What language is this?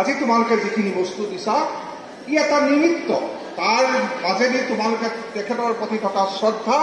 Assamese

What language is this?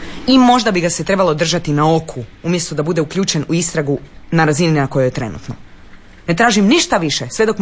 Croatian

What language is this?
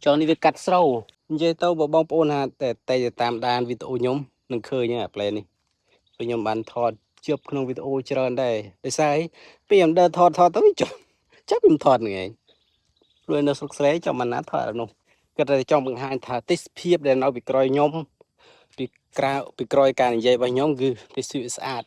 Khmer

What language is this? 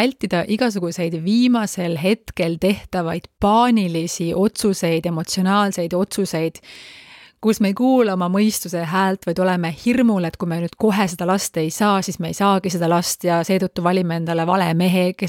Estonian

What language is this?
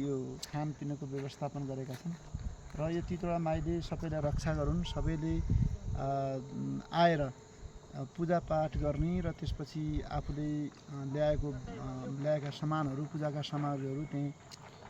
Nepali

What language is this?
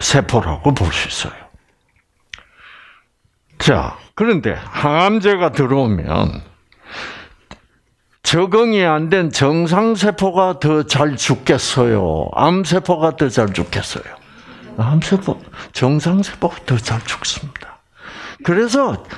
Korean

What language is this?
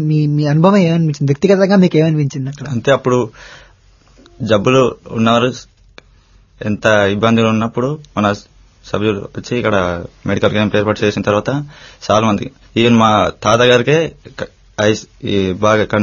Telugu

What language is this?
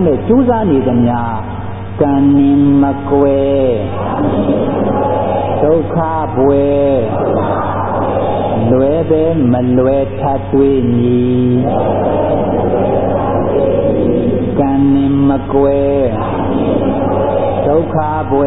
Burmese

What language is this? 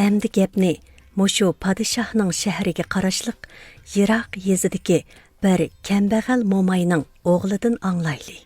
Uyghur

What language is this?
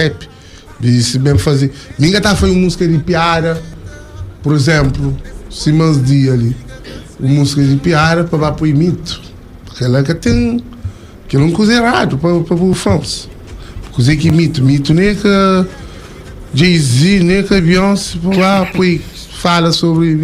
Kabuverdianu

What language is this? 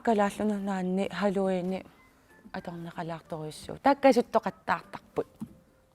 Kalaallisut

